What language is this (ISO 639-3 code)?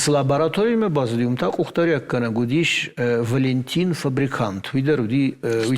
oss